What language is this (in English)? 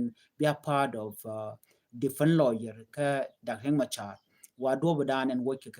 Nuer